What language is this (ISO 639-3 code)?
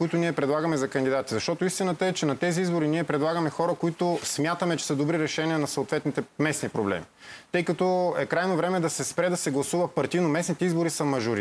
bul